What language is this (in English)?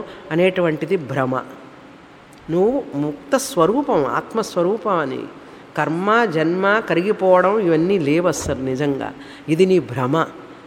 Telugu